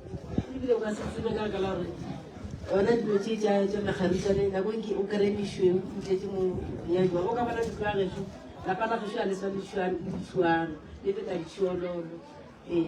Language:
Northern Sotho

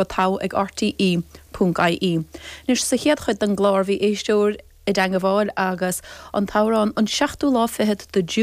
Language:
Irish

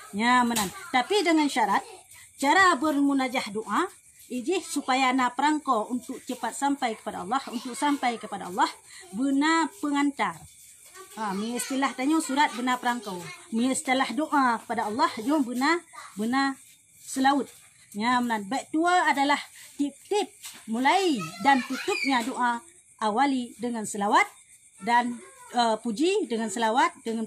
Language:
Achinese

